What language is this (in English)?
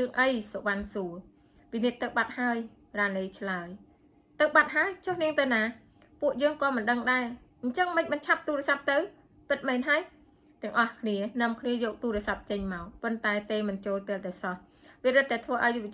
Khmer